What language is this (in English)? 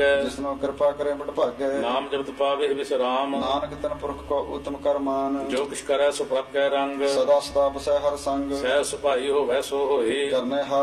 Punjabi